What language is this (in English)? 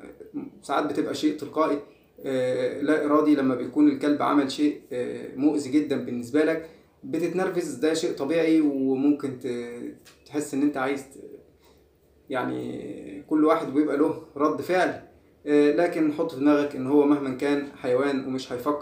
Egyptian Arabic